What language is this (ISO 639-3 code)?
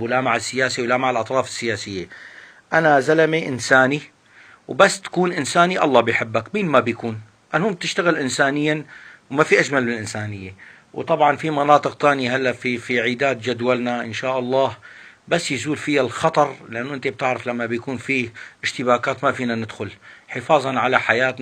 apc